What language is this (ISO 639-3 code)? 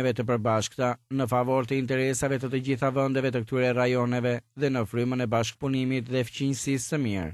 sqi